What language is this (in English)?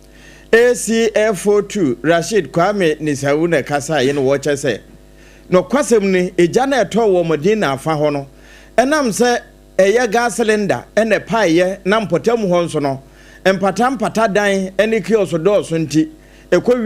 Akan